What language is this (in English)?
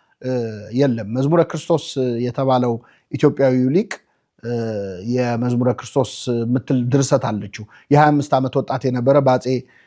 Amharic